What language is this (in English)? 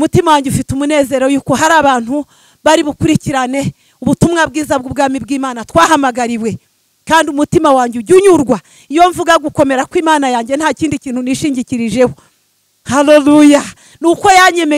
Kinyarwanda